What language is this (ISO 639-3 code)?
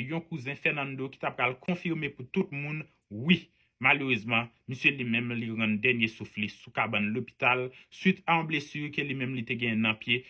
hat